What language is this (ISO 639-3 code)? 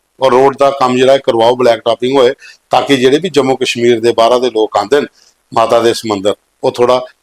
doi